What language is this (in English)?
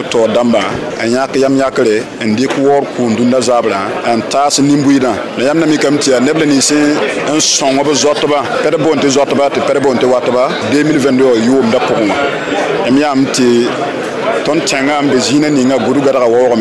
Mossi